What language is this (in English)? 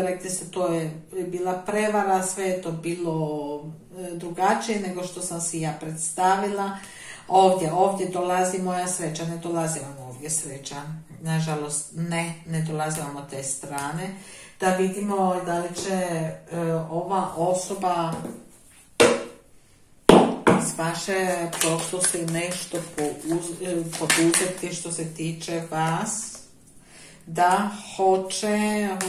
Croatian